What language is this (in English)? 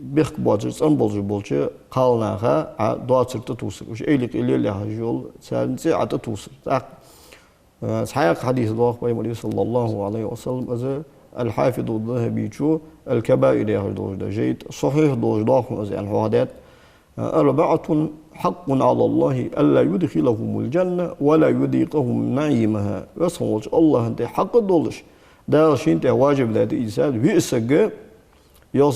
Ingush